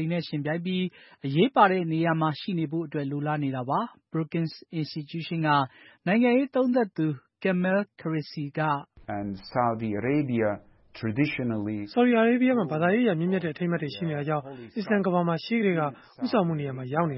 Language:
Burmese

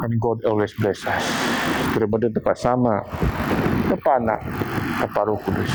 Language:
Biatah Bidayuh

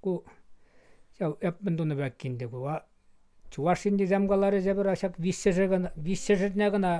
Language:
Chuvash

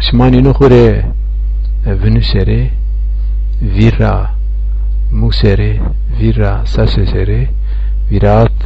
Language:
Zaza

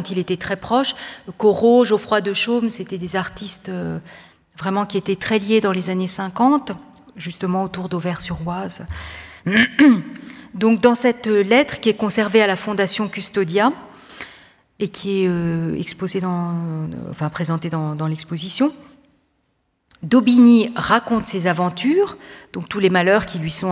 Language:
French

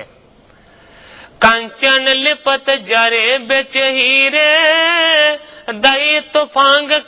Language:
Punjabi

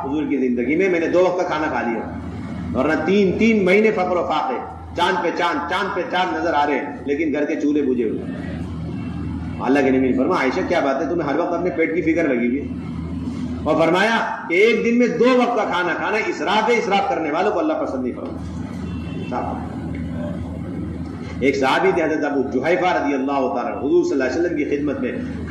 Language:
Urdu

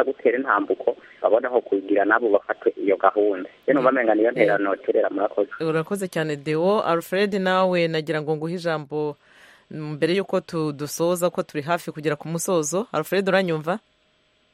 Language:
Kinyarwanda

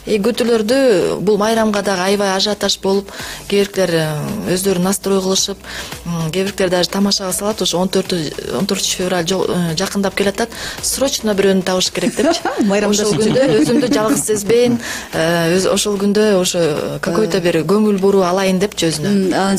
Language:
Kyrgyz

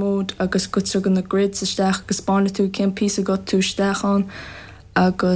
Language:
Irish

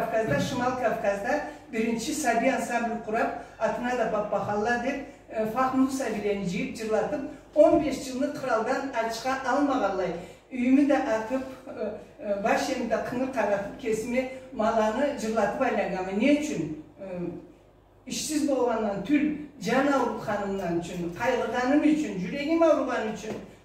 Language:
Karachay-Balkar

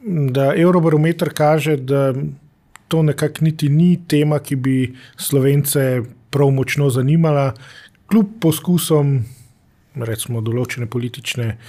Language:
Slovenian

